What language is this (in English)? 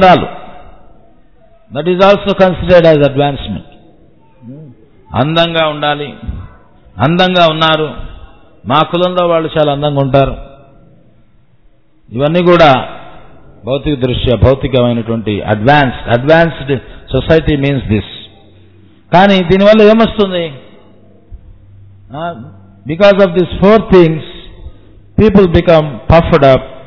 Telugu